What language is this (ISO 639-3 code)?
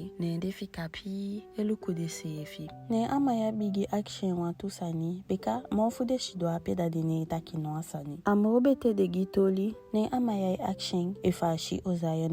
djk